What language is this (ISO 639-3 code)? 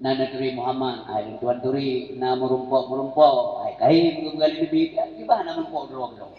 ace